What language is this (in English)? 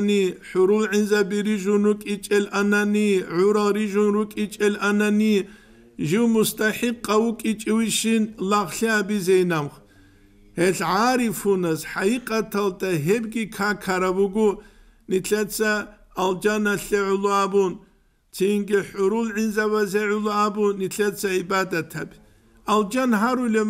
Avaric